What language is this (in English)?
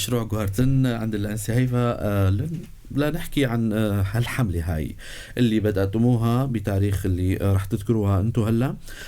North Levantine Arabic